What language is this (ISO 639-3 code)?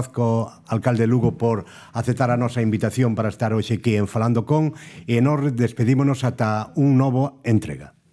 glg